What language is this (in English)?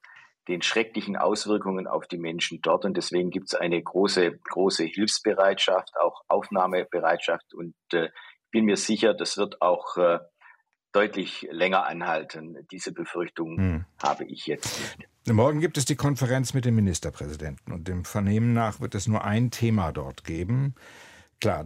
German